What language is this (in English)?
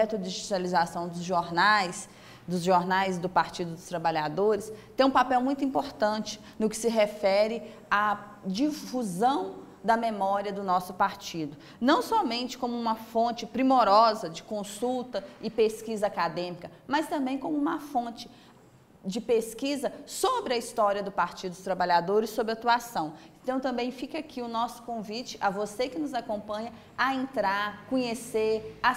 Portuguese